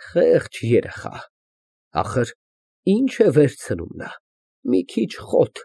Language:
Armenian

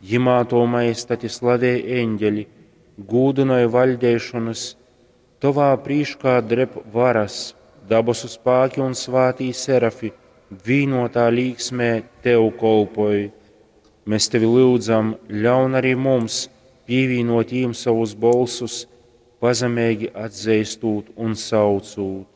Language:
Latgalian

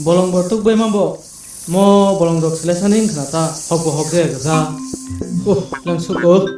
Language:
Kok Borok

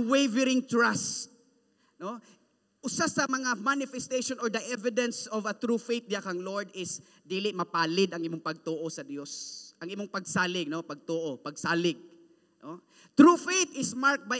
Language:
Cebuano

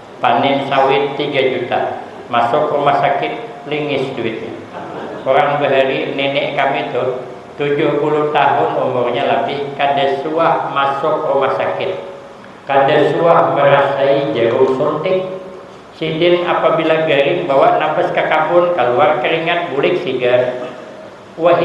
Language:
Banjar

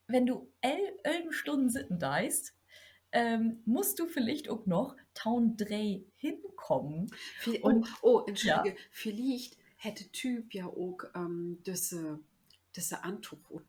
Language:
Low German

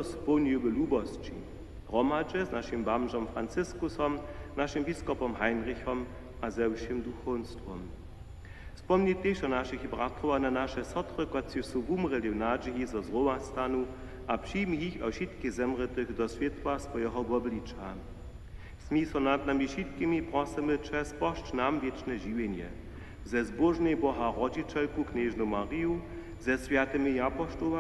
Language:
Upper Sorbian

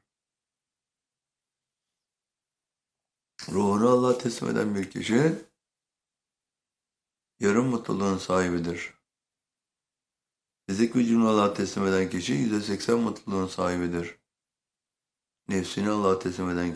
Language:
Turkish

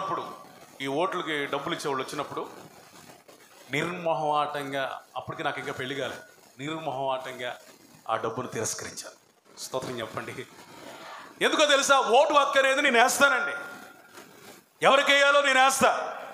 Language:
Telugu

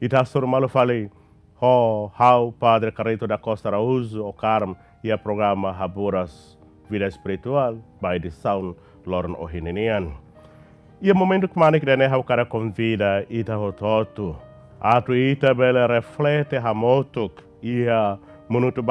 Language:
Tetum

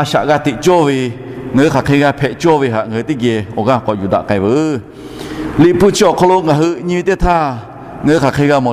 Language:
Lahu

